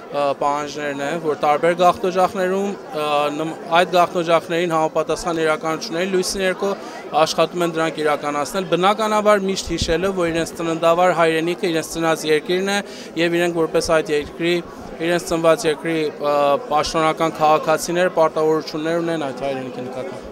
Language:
Western Armenian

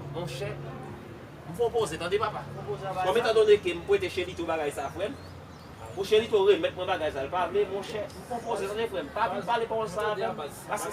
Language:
Haitian Creole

